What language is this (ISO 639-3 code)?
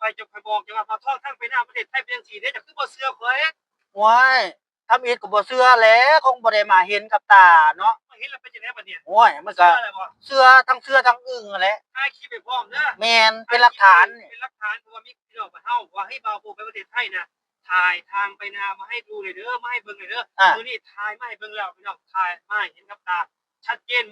lao